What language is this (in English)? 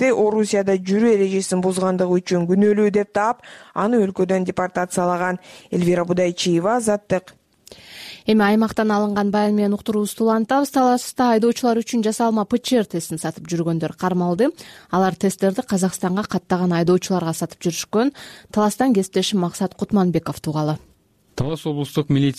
Kyrgyz